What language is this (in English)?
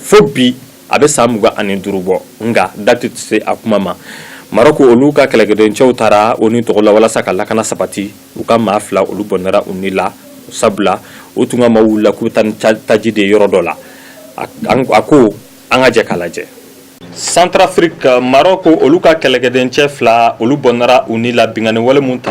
Bambara